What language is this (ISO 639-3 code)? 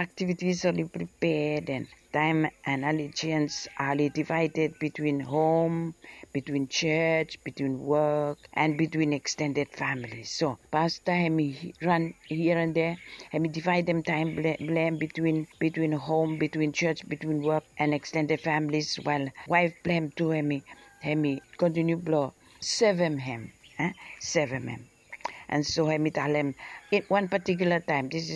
bis